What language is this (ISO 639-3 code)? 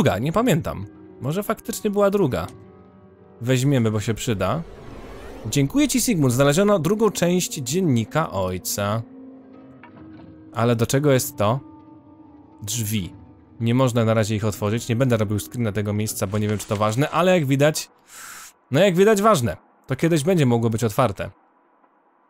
pol